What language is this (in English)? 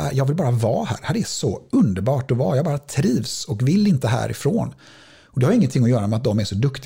Swedish